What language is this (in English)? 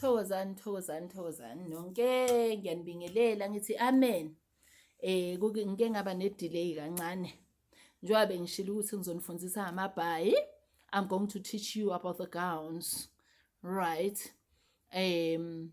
Zulu